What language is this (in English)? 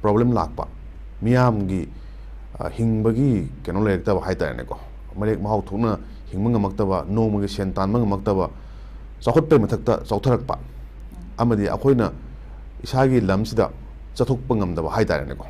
Manipuri